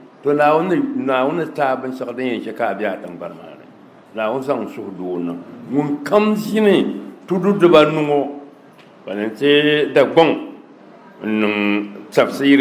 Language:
Dagbani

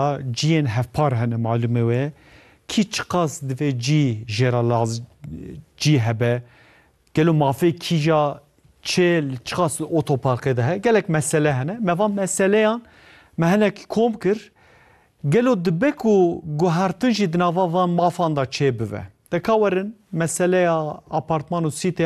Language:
Kurdish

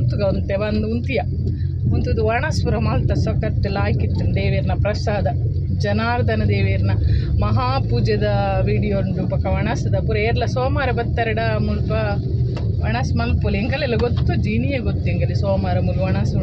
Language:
Tulu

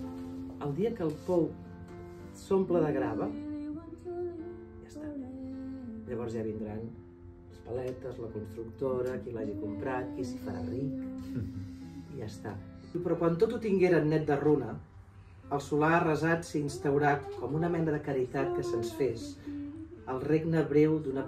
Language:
Catalan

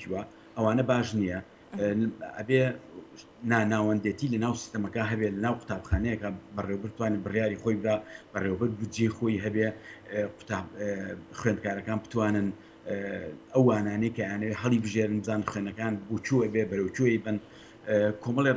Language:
Central Kurdish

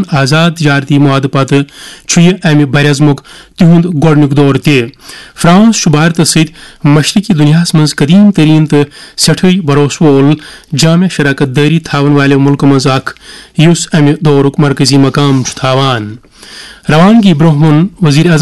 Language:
Kashmiri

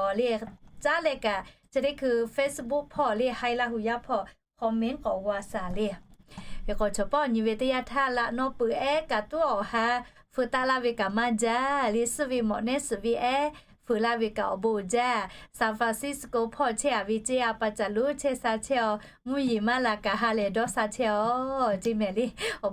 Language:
Lahu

